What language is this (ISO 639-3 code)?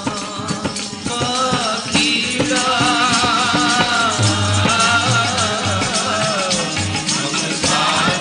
hin